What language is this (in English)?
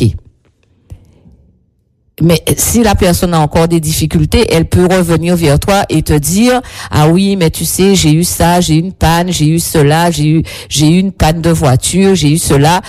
French